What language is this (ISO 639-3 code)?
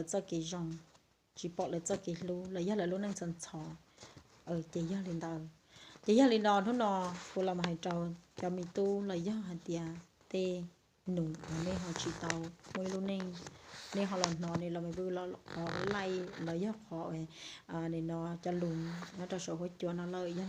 hmn